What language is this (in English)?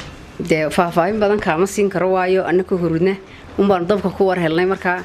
Somali